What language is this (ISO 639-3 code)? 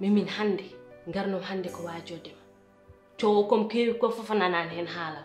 ful